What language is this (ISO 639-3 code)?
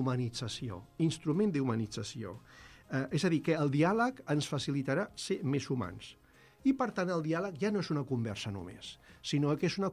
cat